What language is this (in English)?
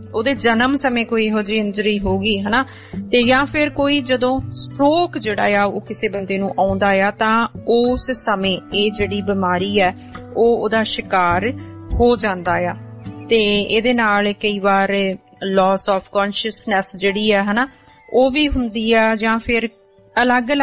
Punjabi